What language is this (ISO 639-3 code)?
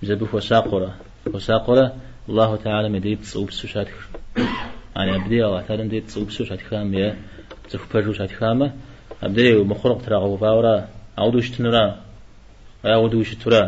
kbd